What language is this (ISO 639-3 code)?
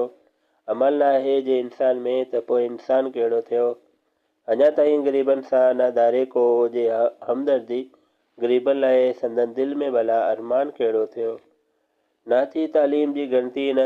snd